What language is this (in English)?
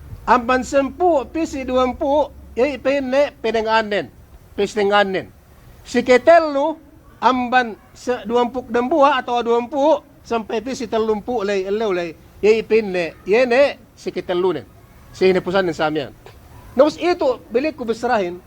Yakan